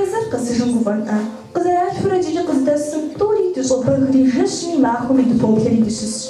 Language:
Kabardian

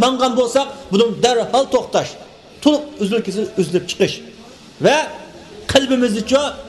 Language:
Uyghur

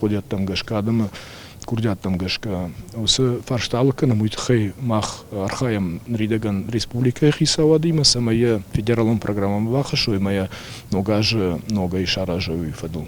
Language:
Ossetic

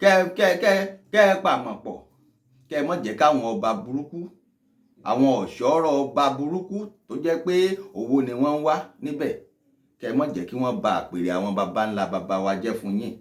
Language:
Yoruba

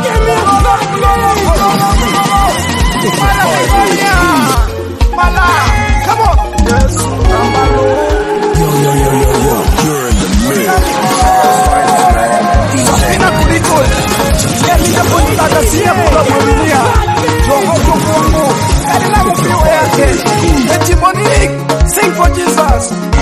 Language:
Swahili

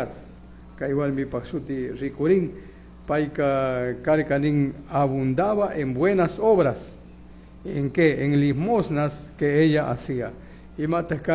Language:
Chimborazo Highland Quichua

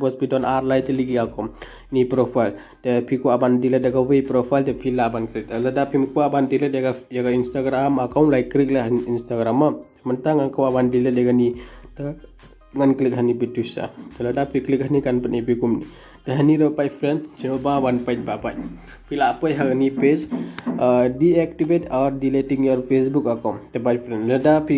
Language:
Khasi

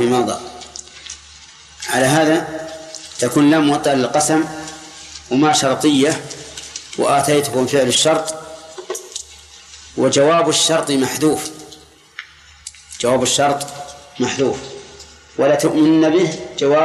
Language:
Arabic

